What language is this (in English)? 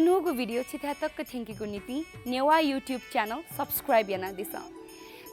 Newari